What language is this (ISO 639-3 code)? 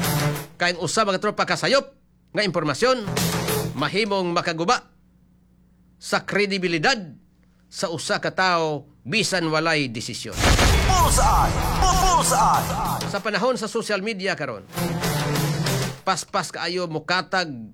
ceb